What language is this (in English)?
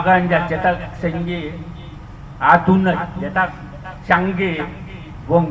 Eastern Balochi